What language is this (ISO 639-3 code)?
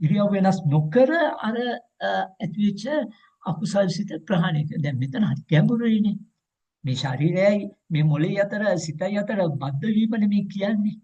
sin